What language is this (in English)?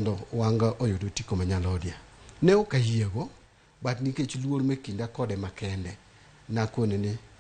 Luo (Kenya and Tanzania)